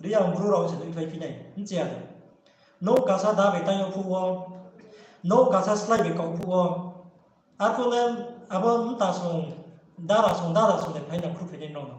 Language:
Riang (India)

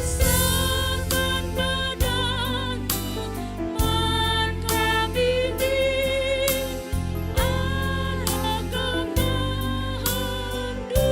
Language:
Batak Karo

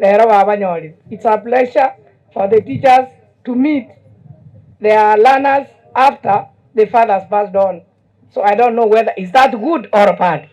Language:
Gusii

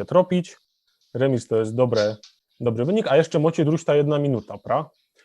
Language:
Silesian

